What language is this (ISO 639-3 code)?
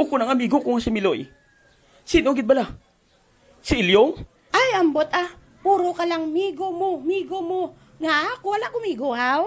hil